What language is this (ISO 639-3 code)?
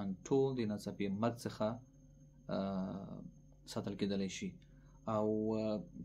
pus